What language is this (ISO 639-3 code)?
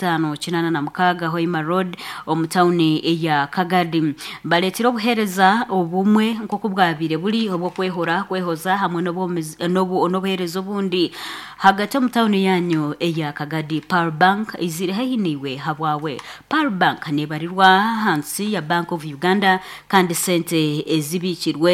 nyo